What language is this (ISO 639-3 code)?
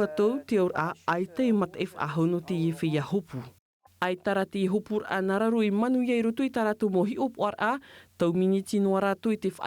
tah